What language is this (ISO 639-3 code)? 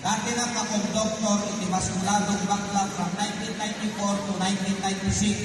ilo